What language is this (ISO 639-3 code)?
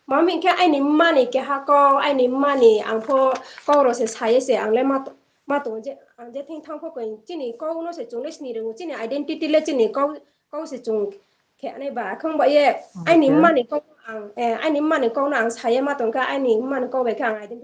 ria